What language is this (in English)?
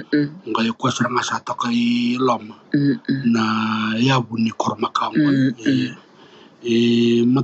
Fijian